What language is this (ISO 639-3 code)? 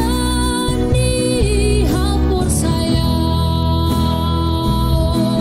bts